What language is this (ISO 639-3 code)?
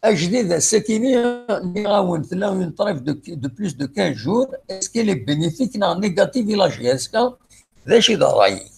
kab